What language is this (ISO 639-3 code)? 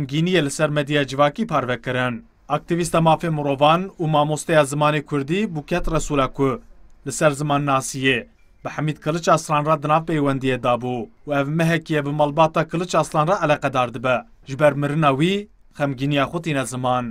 kur